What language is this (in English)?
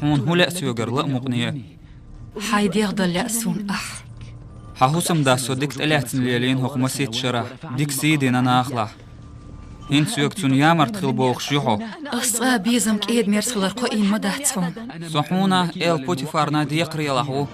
Chechen